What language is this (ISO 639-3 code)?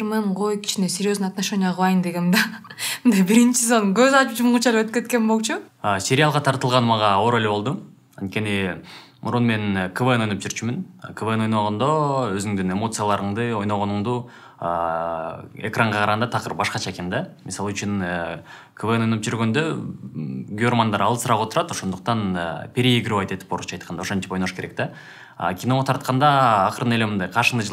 kir